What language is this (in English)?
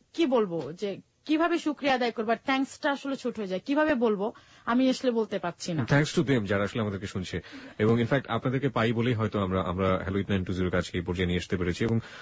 Bangla